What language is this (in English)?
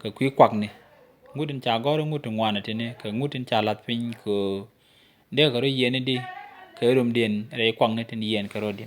Nuer